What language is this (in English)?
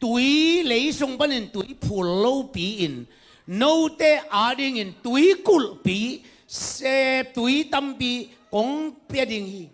Tedim Chin